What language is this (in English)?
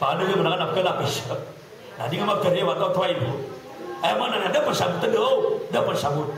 Maranao